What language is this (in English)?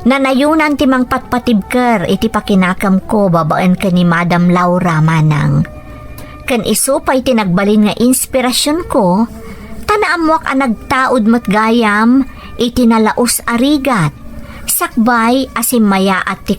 Iloko